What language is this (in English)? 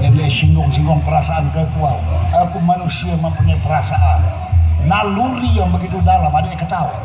Sasak